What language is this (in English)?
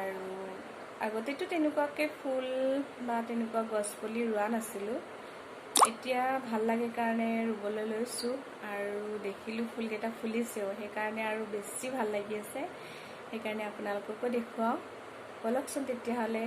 Assamese